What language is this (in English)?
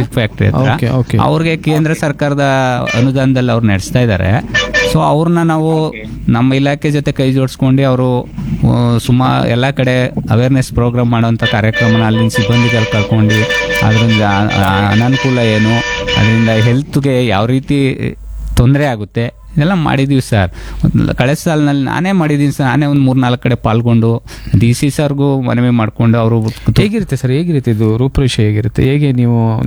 Kannada